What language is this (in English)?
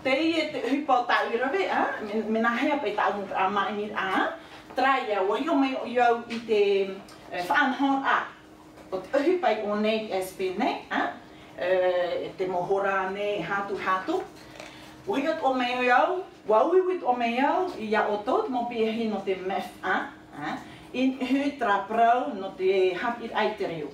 Tahitian